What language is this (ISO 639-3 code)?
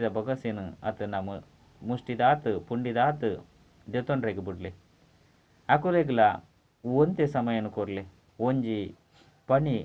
tcy